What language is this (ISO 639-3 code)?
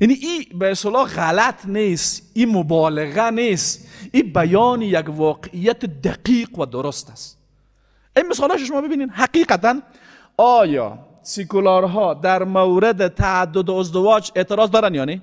fas